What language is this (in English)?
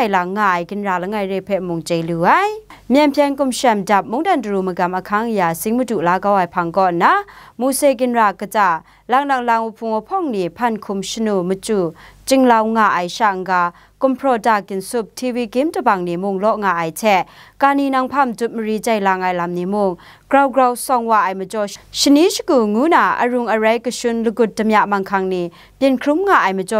Kachin